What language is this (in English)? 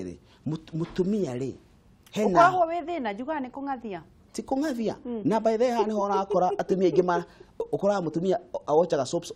Kikuyu